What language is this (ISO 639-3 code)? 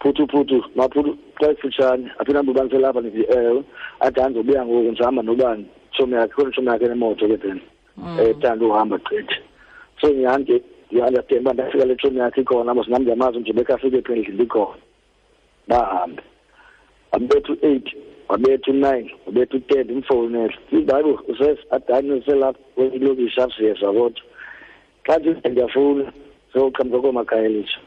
xho